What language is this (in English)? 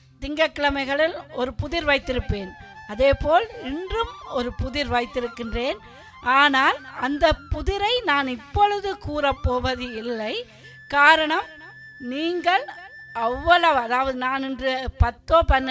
Tamil